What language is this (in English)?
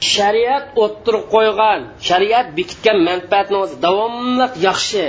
Uyghur